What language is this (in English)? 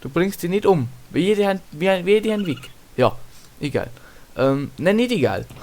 Bavarian